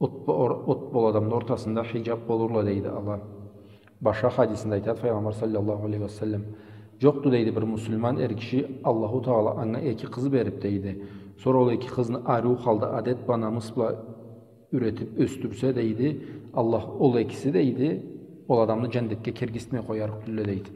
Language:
Karachay-Balkar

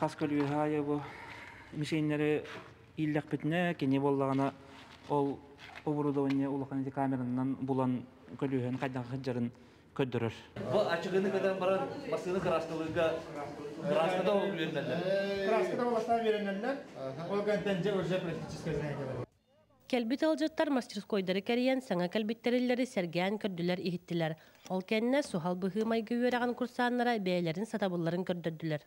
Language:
Yakut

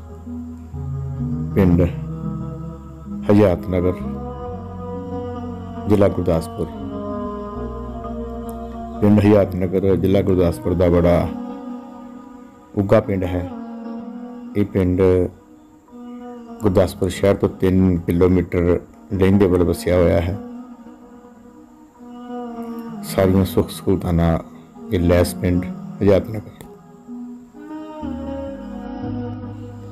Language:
Punjabi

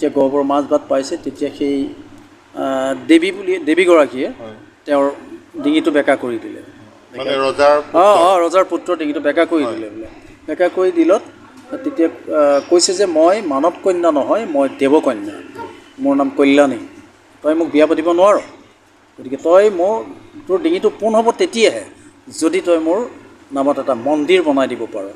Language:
Assamese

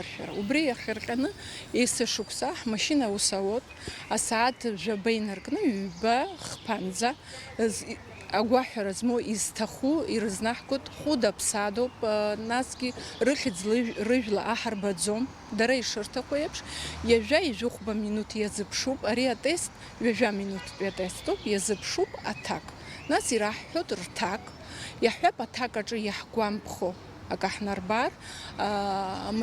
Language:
Abkhazian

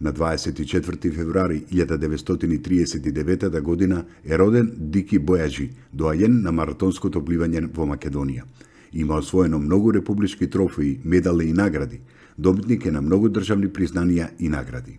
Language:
Macedonian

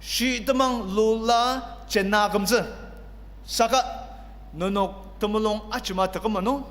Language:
Ao Naga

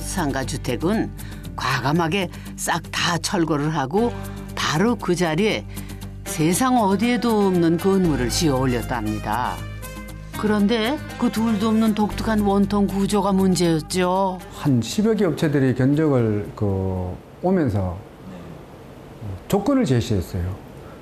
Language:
Korean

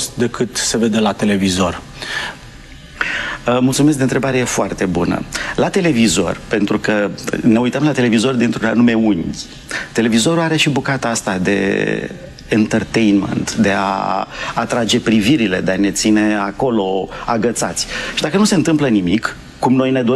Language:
Romanian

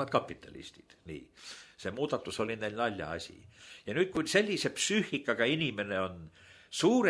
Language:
Estonian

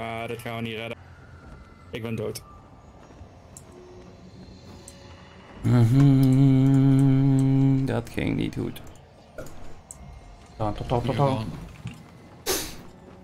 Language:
Dutch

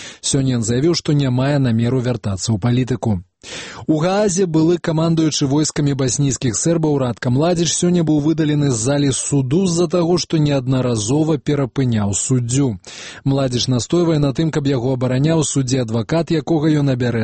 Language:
Belarusian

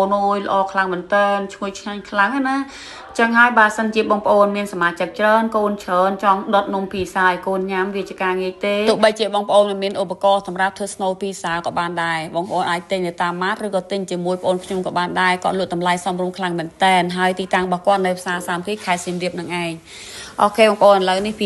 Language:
Khmer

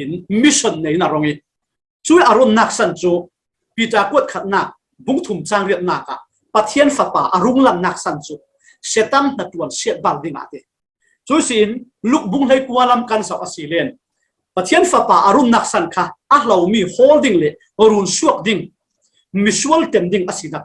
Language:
Falam Chin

